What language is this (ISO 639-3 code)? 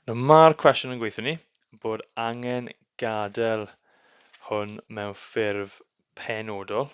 cym